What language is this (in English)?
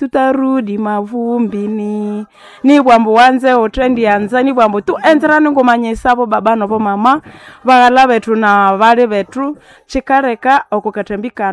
Nande